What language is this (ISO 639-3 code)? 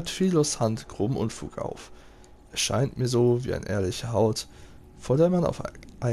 deu